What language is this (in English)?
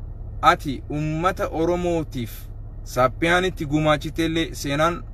Oromo